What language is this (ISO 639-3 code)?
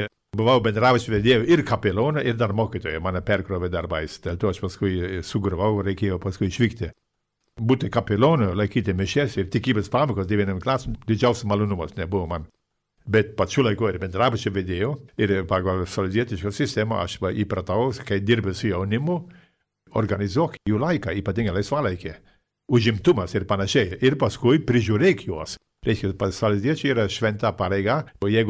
lit